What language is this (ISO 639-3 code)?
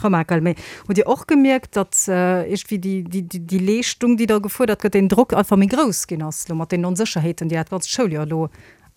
ltz